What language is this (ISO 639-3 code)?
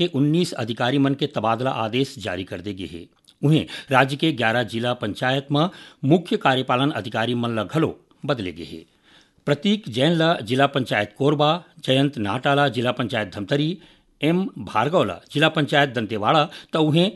hne